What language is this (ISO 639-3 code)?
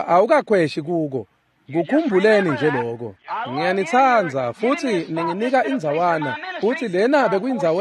ssw